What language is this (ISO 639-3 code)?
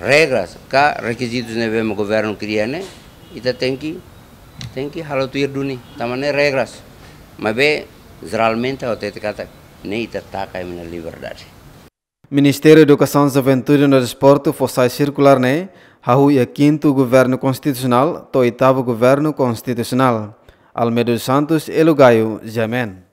tet